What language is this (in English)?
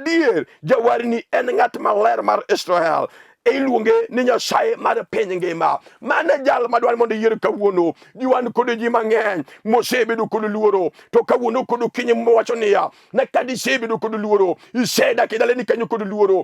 Luo (Kenya and Tanzania)